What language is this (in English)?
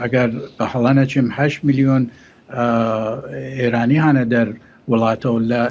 Central Kurdish